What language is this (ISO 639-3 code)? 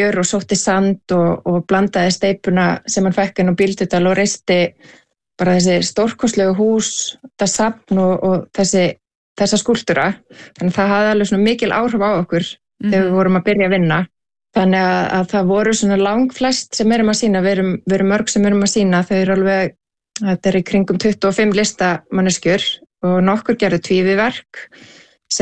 isl